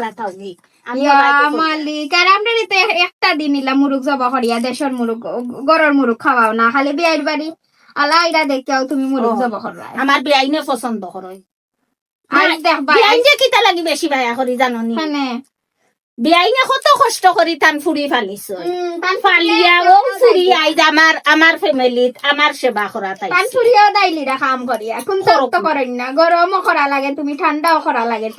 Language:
Sylheti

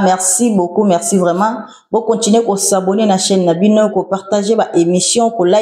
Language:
Lingala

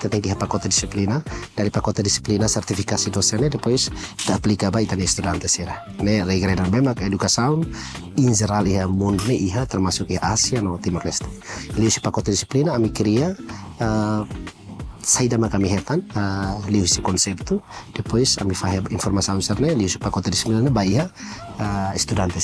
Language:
Tetum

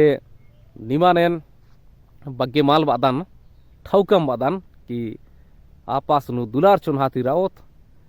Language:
Kurukh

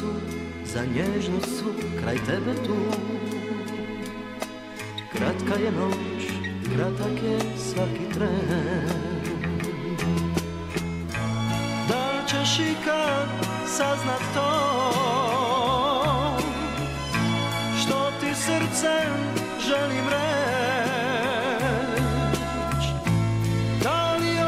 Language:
Serbian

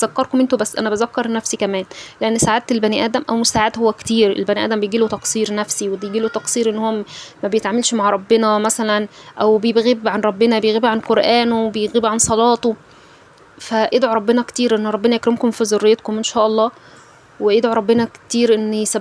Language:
Egyptian Arabic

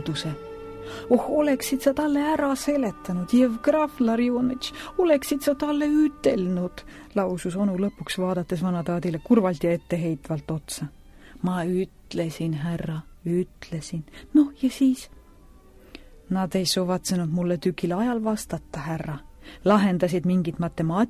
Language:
Estonian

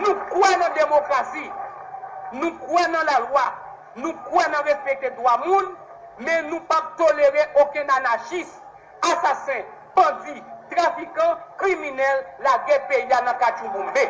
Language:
Haitian Creole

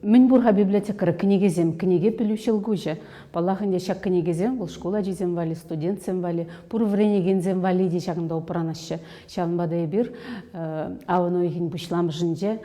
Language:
Chuvash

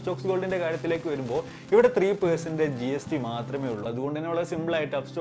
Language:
Malayalam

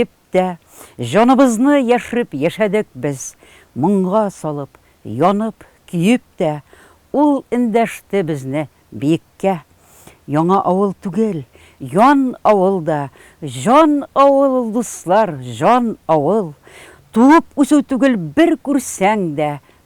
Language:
Tatar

